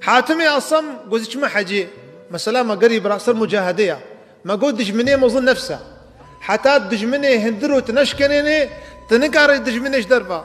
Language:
Kurdish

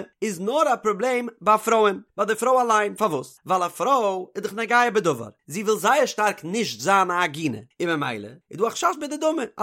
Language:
Yiddish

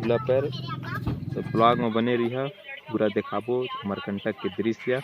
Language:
Chhattisgarhi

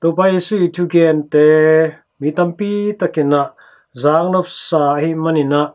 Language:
Tedim Chin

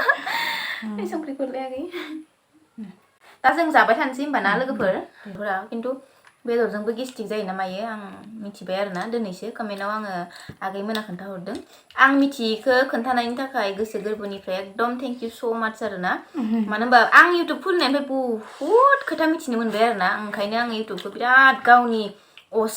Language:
Bodo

